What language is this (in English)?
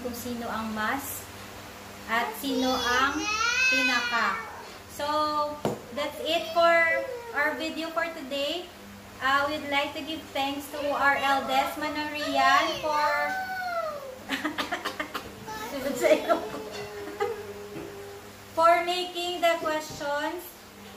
Filipino